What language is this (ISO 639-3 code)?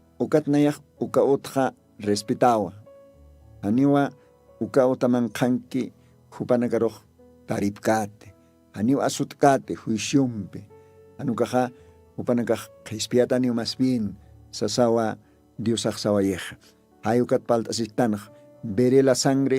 aym